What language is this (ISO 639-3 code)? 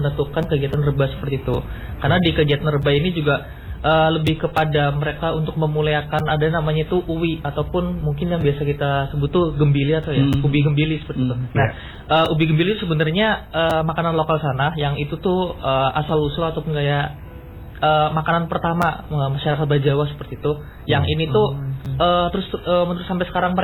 ind